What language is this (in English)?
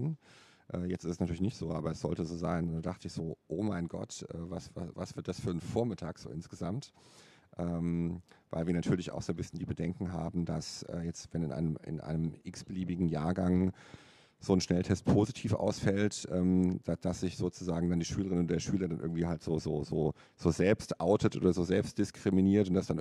German